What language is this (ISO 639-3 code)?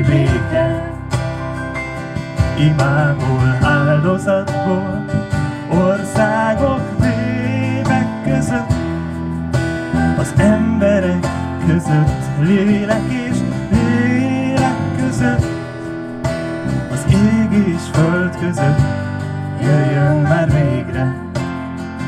hun